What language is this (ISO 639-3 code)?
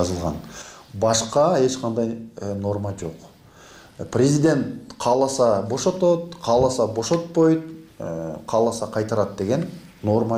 kir